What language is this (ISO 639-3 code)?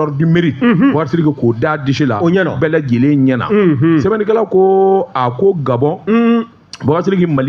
bam